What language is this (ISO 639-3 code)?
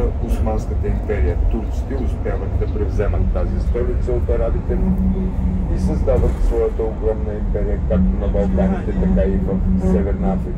bul